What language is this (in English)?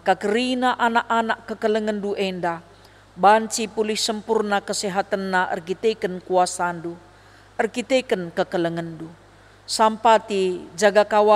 Batak Karo